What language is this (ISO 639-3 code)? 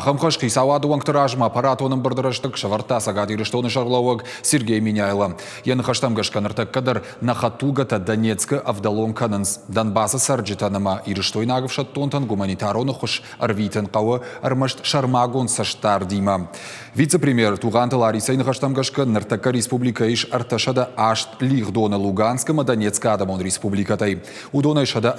oss